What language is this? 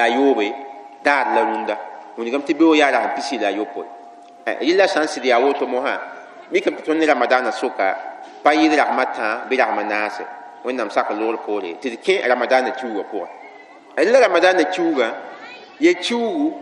Mossi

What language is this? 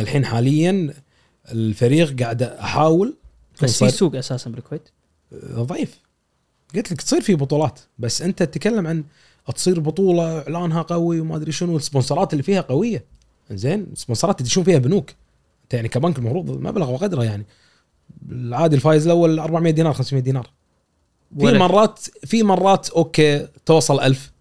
Gulf Arabic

